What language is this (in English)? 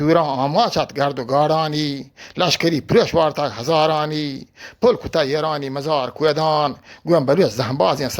Eastern Balochi